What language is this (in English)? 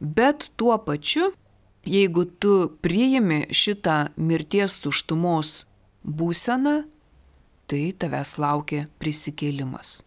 Lithuanian